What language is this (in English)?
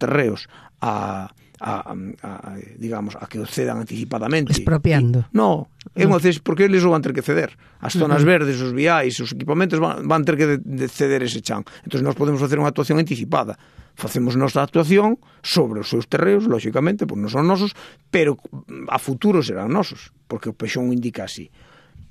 Galician